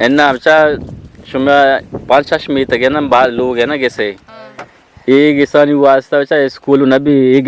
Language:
Eastern Balochi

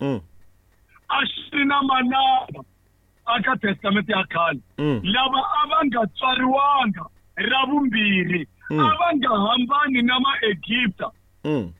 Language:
Tsonga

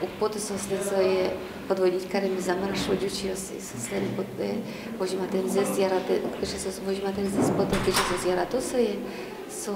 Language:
Udmurt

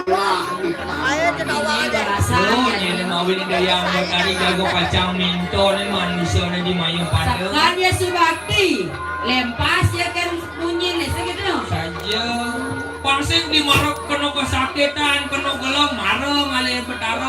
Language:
Balinese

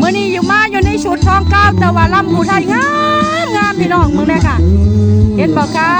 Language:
Northeastern Thai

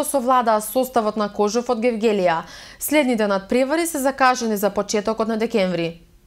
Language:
Macedonian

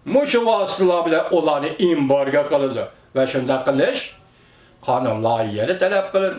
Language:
Uyghur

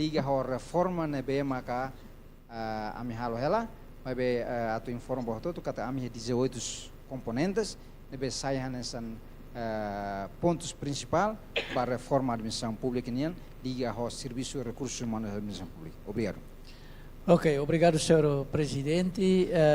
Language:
Tetum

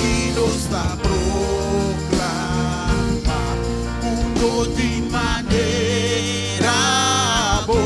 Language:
Papiamento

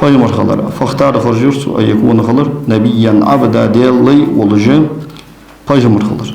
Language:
Ingush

